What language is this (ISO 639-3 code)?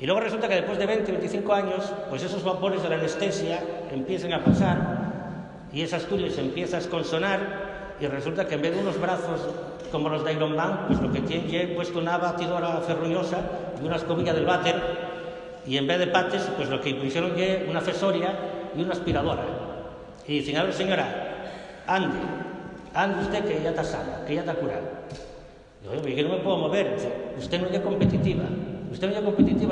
ast